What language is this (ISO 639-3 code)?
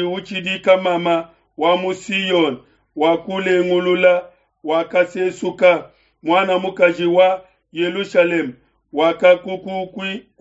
lua